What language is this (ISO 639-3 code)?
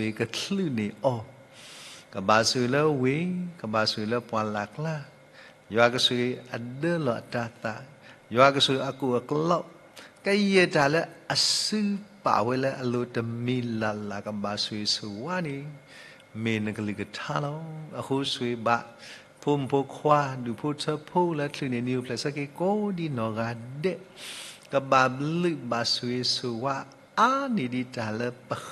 ksw